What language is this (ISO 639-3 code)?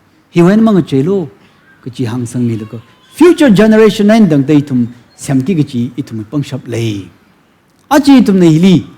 nmf